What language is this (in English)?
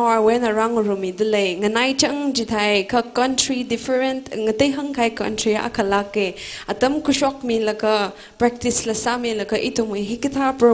Tangkhul Naga (India)